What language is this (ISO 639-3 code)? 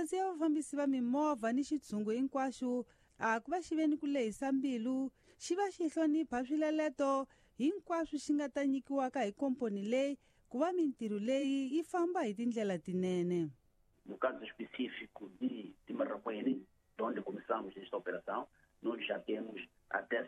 tso